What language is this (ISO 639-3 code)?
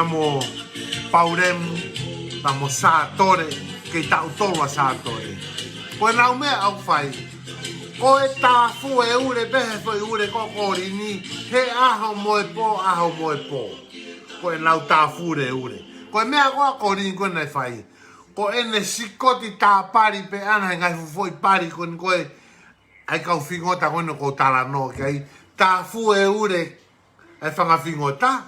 ton